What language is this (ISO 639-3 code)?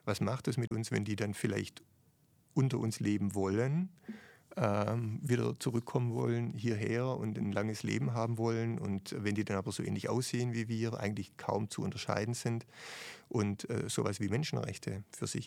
deu